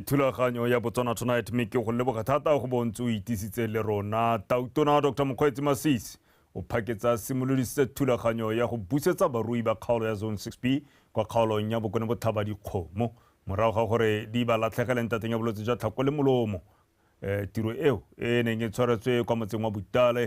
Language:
Tswana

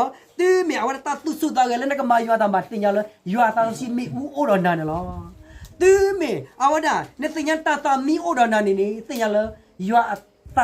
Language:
S'gaw Karen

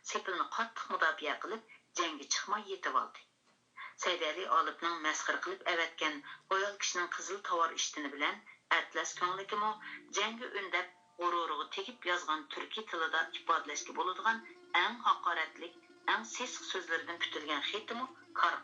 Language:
Uyghur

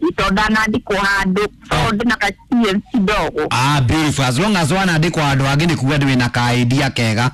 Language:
Kikuyu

